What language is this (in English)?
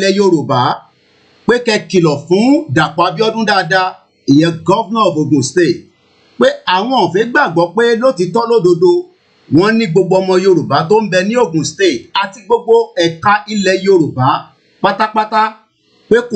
Yoruba